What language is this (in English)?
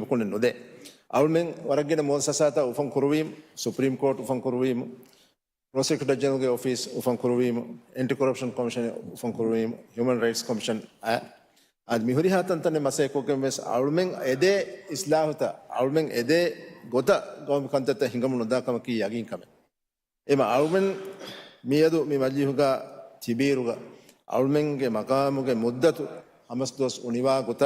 Divehi